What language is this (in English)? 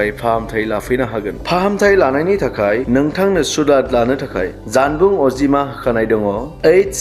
Bodo